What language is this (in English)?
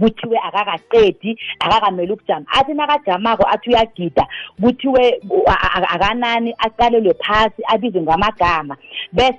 South Ndebele